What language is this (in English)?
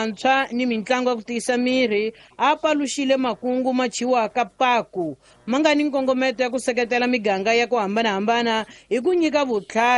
Tsonga